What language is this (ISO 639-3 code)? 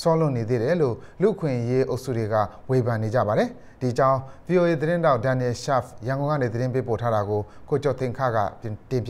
mya